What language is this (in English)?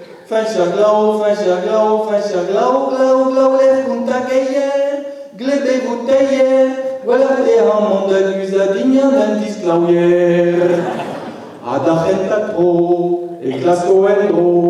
Breton